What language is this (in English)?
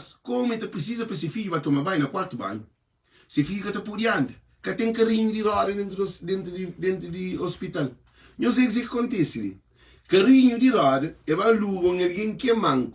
Kabuverdianu